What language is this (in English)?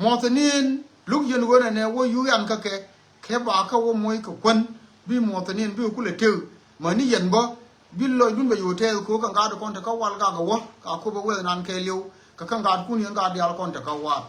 Nuer